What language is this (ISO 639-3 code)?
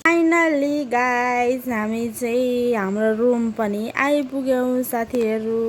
nep